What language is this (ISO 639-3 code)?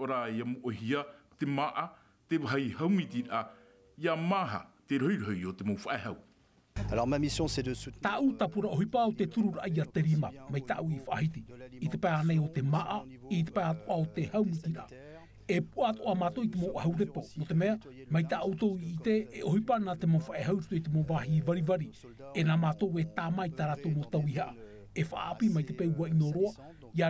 tah